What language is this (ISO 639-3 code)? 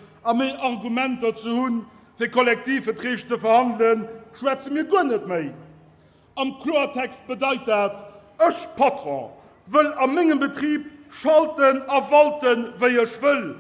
ltz